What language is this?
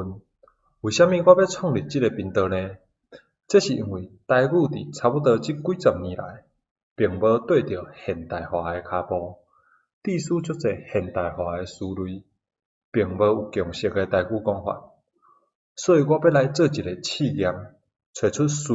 Min Nan Chinese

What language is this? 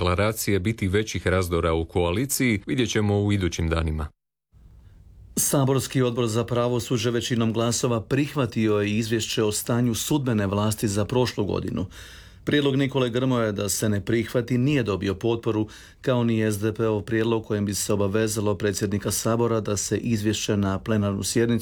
Croatian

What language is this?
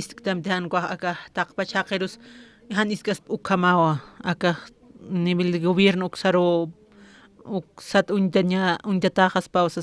Aymara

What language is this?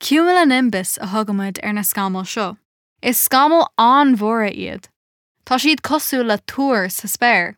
Irish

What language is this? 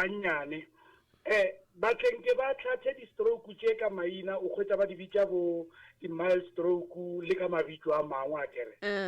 Northern Sotho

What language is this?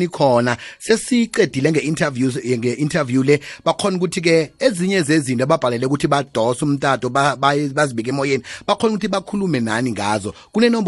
South Ndebele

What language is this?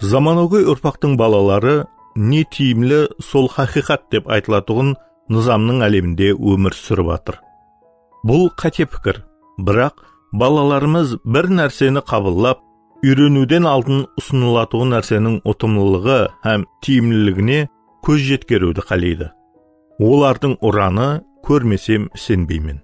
Kara-Kalpak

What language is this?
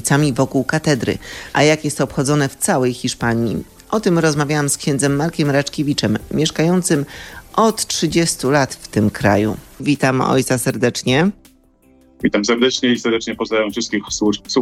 Polish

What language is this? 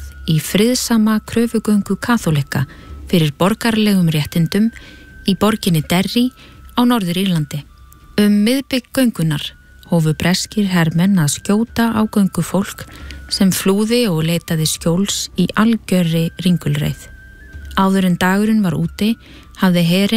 Icelandic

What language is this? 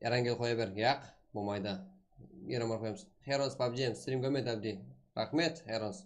Kara-Kalpak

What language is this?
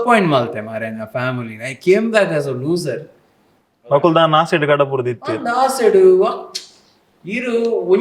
Tulu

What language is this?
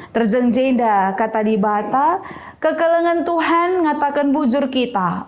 Batak Karo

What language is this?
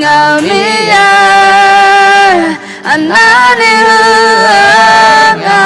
Akha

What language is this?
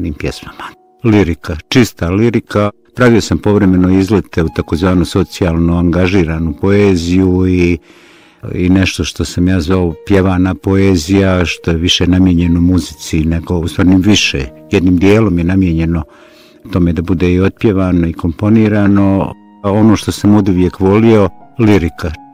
Bosnian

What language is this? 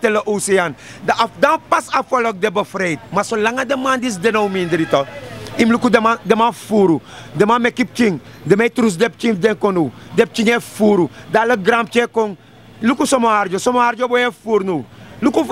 Sranan Tongo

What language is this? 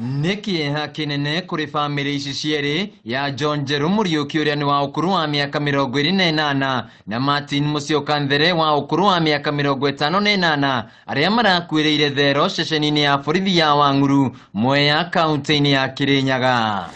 Kikuyu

